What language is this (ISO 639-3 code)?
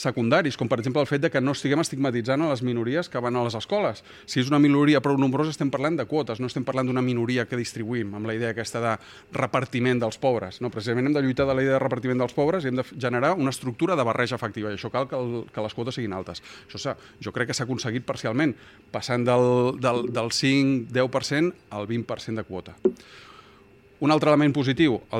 cat